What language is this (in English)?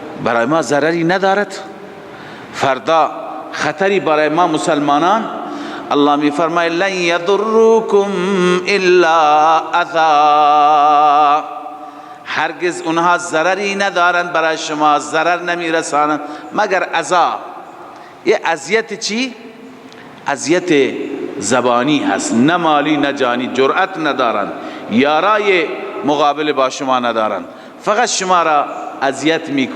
Persian